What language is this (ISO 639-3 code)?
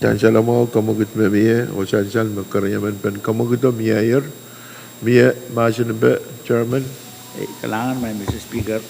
pon